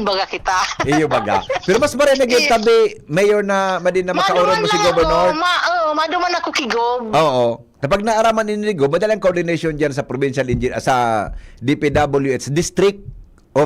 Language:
Bikol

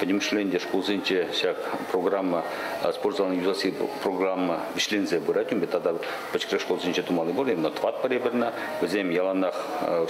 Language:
Chuvash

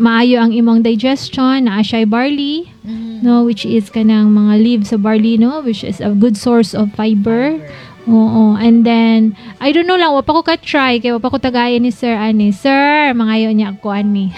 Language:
Cebuano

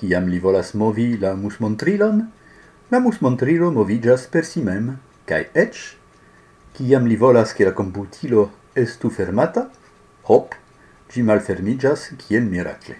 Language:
Esperanto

